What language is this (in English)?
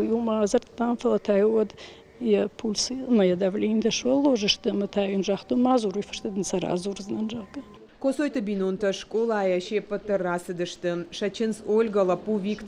Ossetic